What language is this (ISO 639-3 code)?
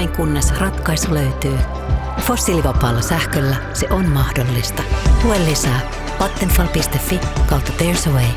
fin